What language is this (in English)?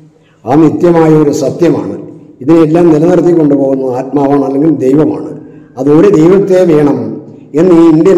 Malayalam